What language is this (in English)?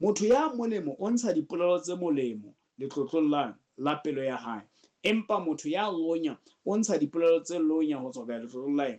Southern Sotho